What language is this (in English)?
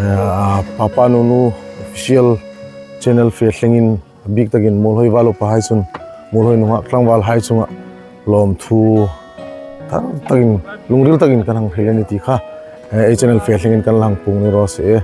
Hmar